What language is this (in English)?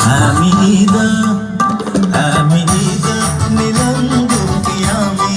Divehi